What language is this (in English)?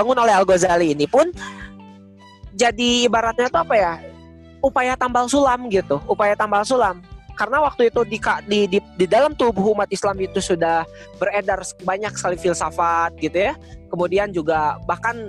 Indonesian